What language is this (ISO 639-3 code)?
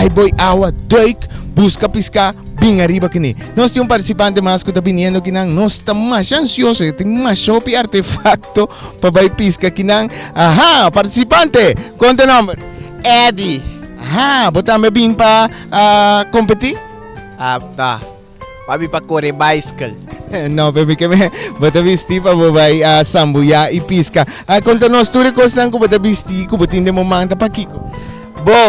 pap